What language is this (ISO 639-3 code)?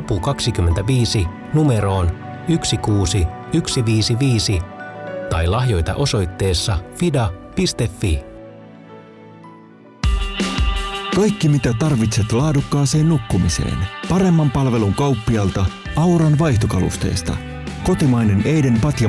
fin